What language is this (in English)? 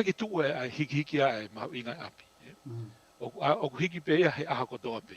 Tongan